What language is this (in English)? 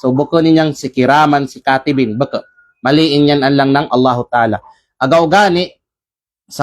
Kalagan